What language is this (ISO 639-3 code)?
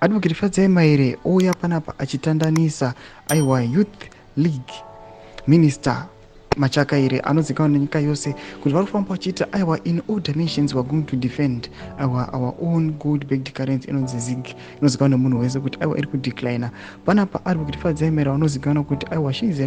sna